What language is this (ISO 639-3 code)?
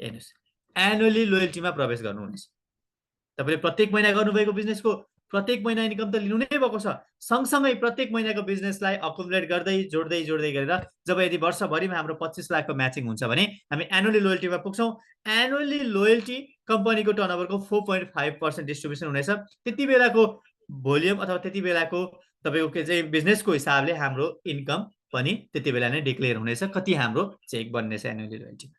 nep